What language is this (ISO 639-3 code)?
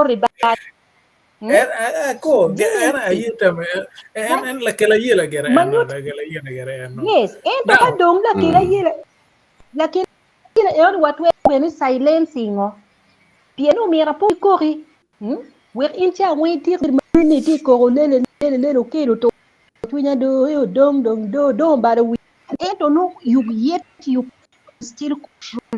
ach